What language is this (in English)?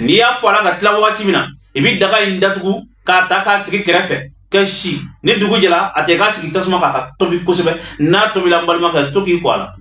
Bambara